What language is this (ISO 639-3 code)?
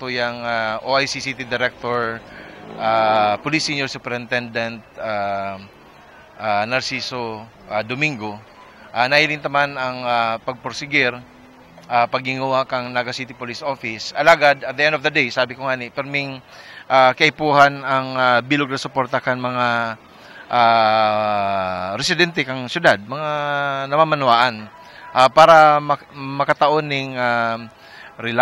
bik